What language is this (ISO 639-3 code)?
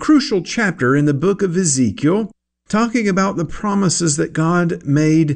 eng